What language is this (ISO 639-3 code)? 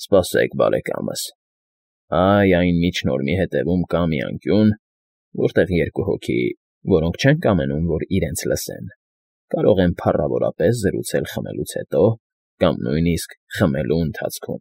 hye